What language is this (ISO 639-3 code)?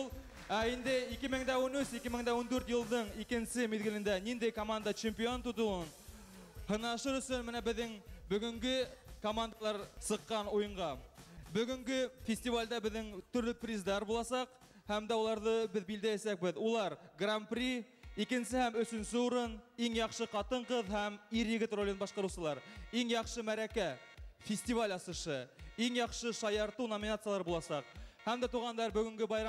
bak